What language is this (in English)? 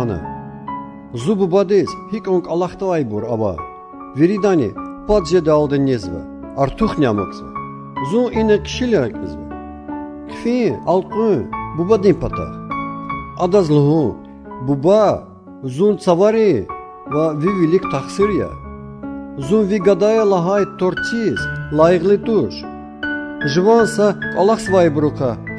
Lezghian